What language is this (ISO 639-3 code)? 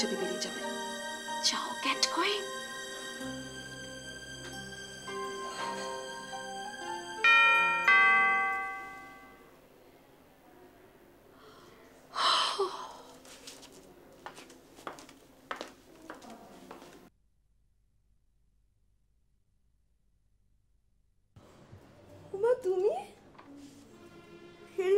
ben